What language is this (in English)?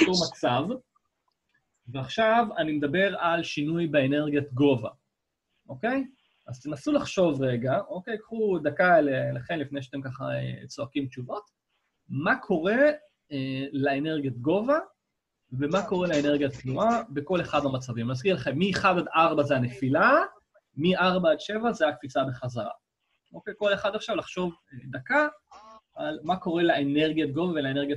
Hebrew